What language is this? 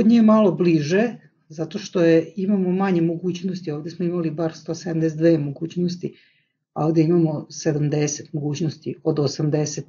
Serbian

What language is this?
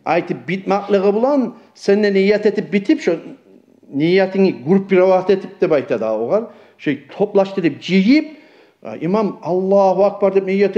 Kumyk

